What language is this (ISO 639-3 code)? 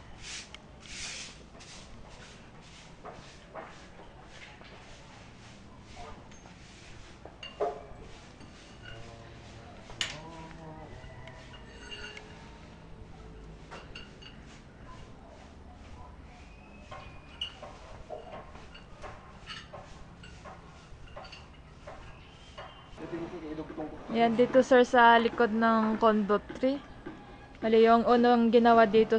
fil